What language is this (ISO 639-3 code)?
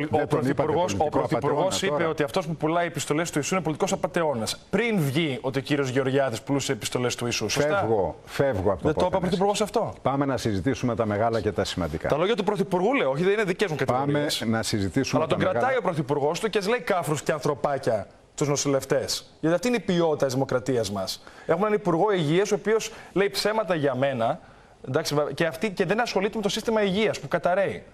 ell